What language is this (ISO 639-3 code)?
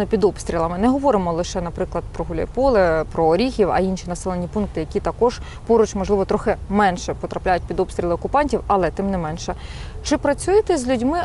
ukr